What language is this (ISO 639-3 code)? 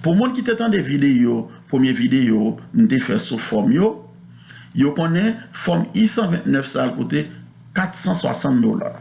hat